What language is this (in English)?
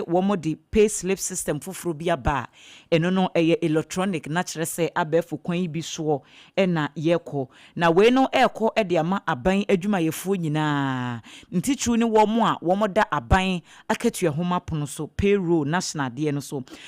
Akan